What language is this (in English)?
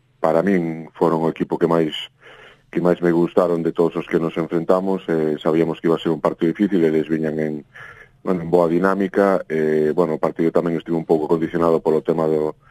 Galician